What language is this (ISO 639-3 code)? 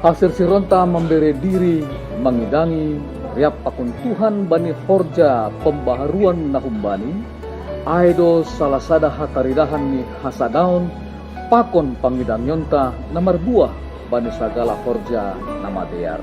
bts